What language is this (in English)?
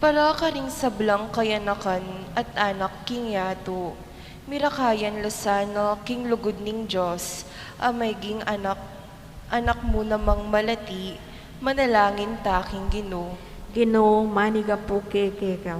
Pampanga